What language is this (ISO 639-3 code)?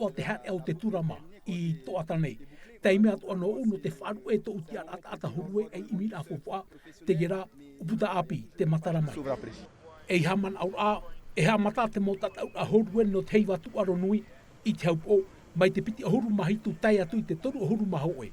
tah